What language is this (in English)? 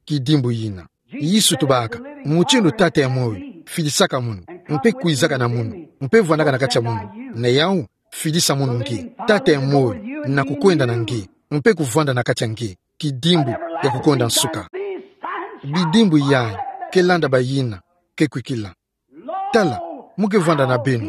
Kituba (Democratic Republic of Congo)